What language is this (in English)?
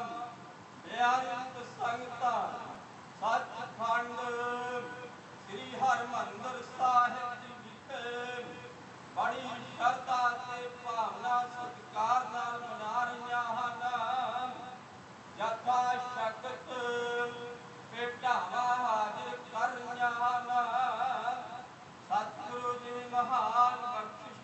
Punjabi